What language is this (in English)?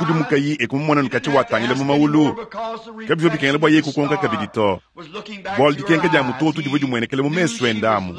Luba-Lulua